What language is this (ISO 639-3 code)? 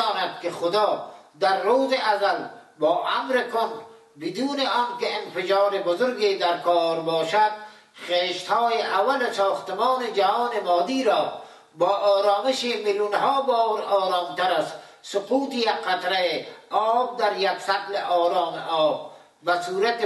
fas